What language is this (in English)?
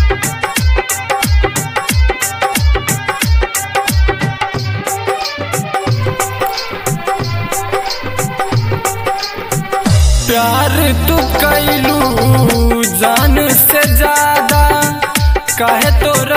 Bhojpuri